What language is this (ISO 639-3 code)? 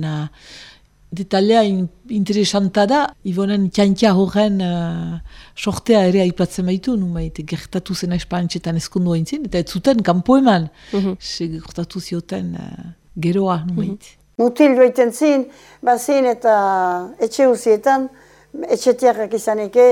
eus